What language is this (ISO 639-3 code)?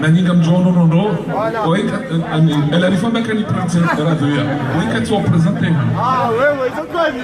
zdj